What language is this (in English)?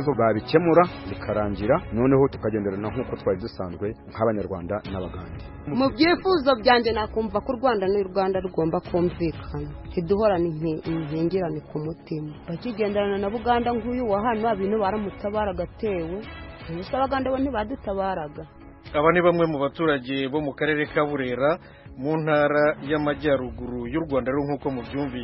Kinyarwanda